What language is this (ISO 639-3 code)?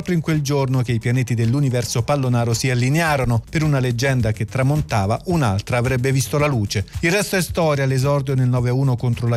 ita